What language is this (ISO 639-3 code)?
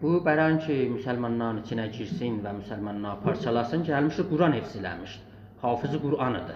azb